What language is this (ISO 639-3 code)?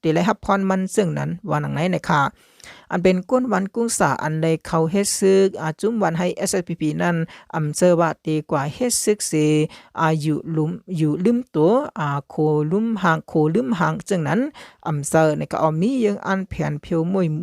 shn